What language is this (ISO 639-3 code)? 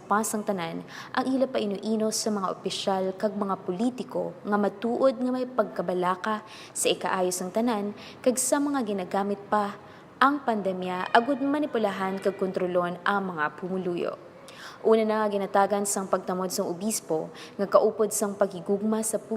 hil